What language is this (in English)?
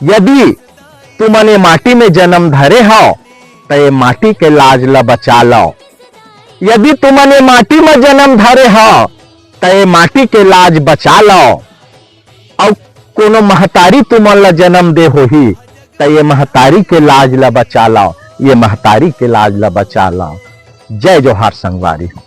Chhattisgarhi